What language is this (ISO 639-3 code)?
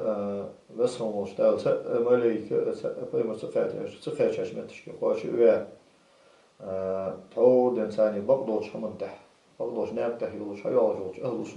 inh